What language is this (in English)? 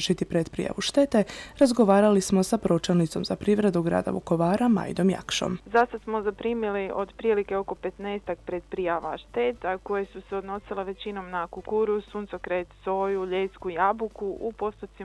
Croatian